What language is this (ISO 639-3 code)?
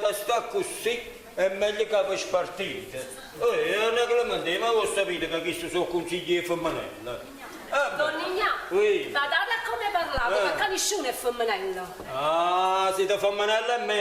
nap